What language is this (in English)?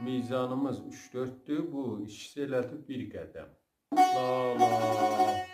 South Azerbaijani